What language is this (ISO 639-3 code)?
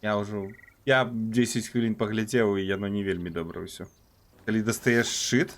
bel